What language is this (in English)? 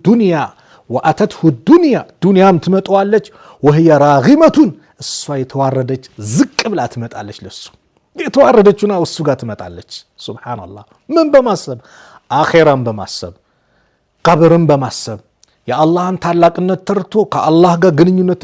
Amharic